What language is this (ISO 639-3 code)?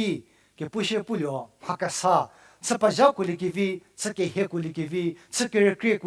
njm